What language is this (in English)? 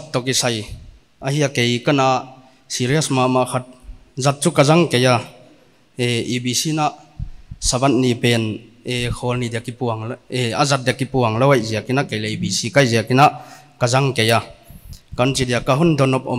Paite Chin